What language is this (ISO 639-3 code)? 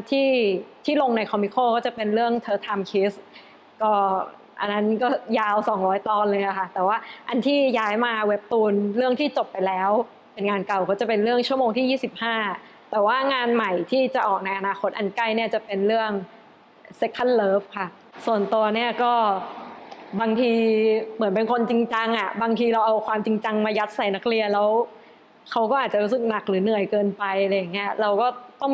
tha